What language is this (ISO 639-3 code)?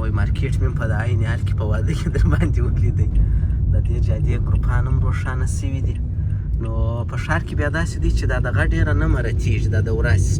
pus